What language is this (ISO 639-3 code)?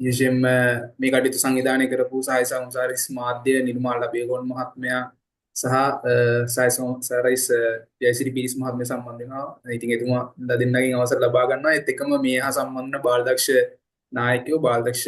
sin